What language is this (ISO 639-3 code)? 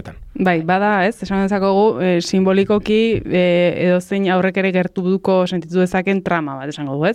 eus